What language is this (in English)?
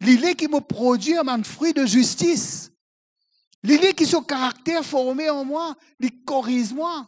Morisyen